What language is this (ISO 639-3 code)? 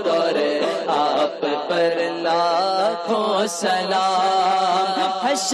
urd